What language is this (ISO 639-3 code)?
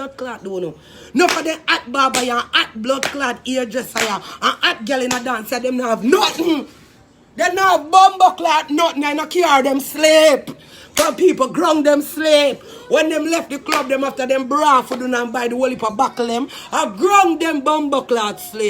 jam